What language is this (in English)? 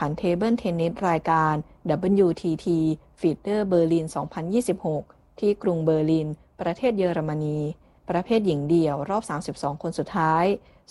Thai